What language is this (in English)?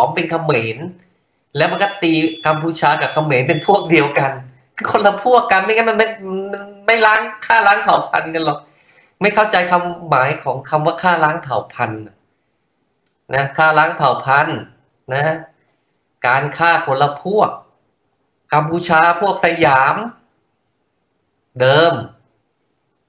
Thai